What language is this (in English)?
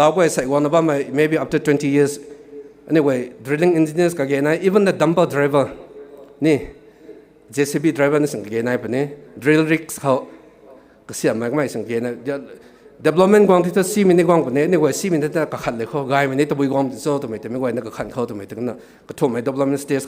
Rongmei Naga